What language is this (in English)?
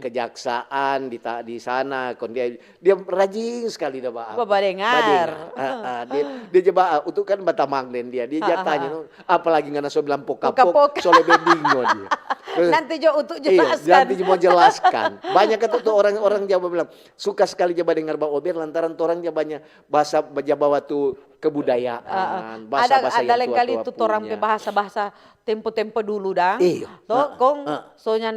Manado Malay